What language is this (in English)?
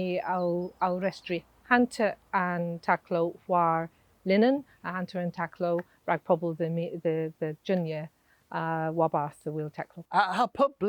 Cornish